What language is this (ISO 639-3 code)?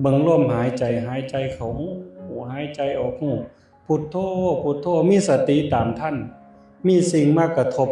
tts